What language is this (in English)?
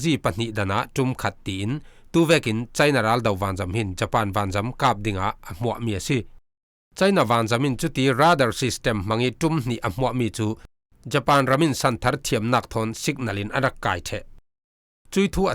Falam Chin